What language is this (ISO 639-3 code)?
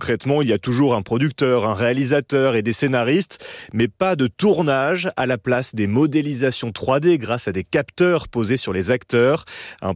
fra